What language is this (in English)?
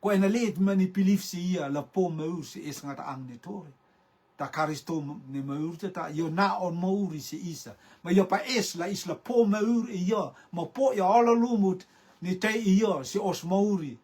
Rotuman